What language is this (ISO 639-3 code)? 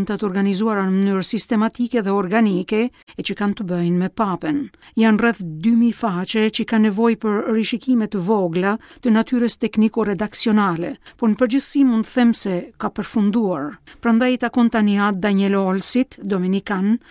sqi